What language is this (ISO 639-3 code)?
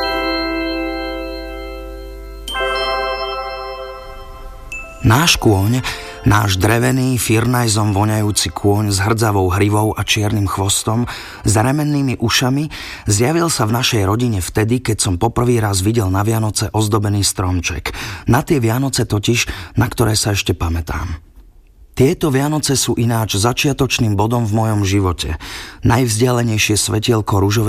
slk